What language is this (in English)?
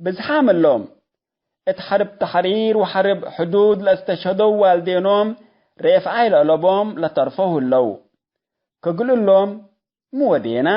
Tigre